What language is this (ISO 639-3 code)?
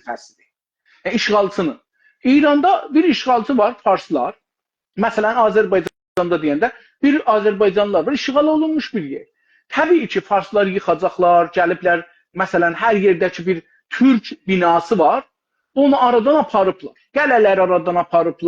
azb